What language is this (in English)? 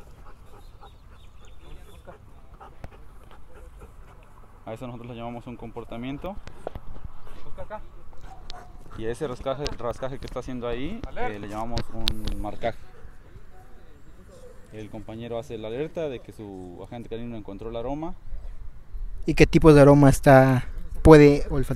Spanish